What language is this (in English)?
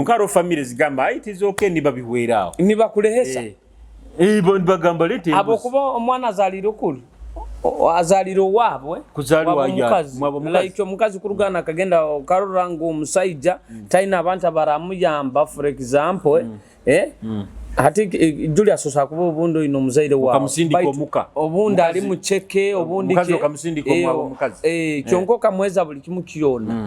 Nyoro